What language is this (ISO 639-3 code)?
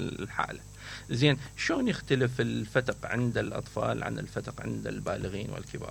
acm